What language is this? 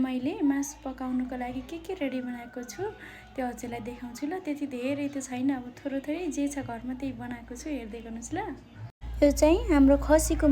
Nepali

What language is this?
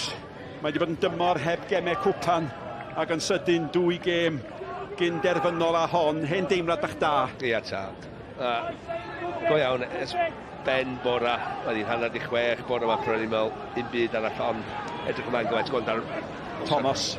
Welsh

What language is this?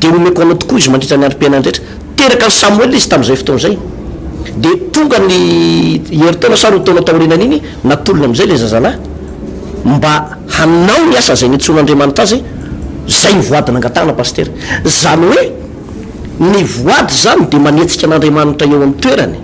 Malagasy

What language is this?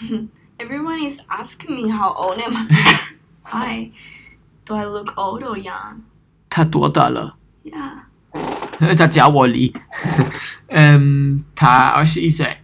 Swiss German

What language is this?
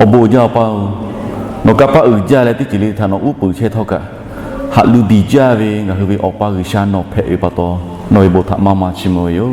Lahu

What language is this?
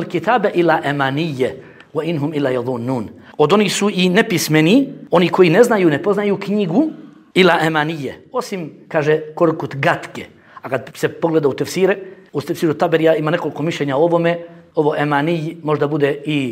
Bosnian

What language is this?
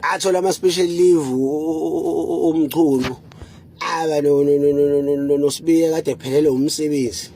Zulu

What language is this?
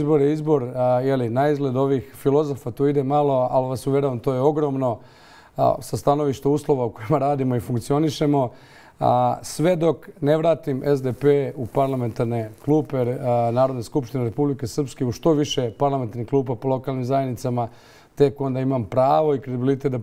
Bosnian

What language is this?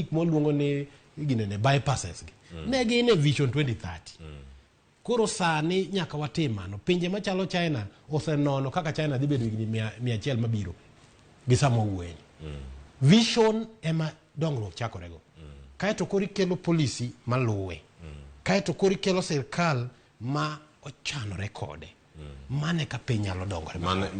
Luo (Kenya and Tanzania)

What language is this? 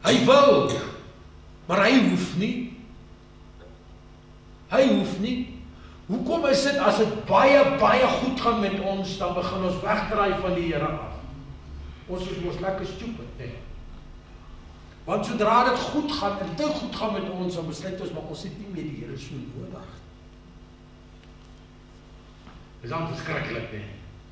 Afrikaans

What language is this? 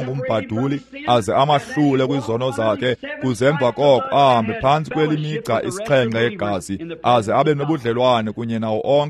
Xhosa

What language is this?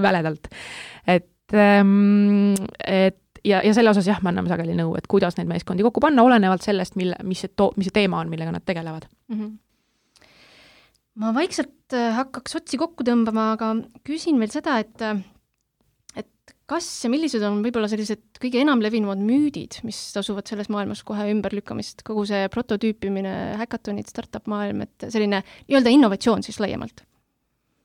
Estonian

